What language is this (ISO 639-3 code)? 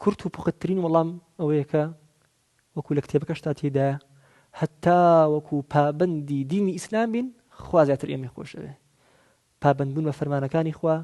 ckb